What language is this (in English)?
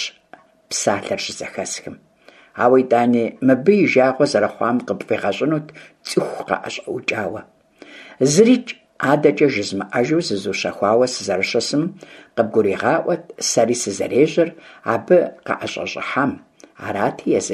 Kabardian